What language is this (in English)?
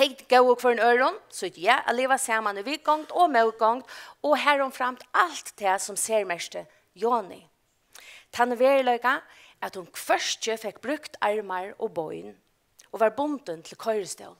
Faroese